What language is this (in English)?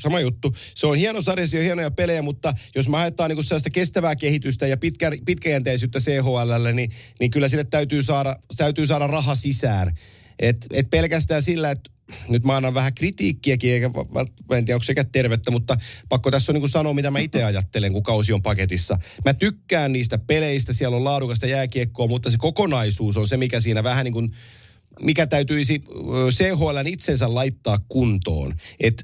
Finnish